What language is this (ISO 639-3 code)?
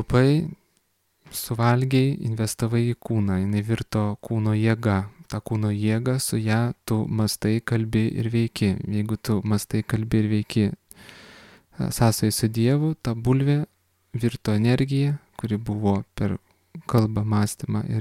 lit